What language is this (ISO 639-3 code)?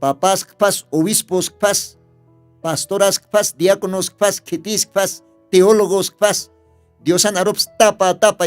aym